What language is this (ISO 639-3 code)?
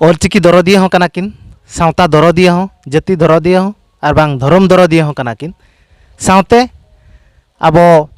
sat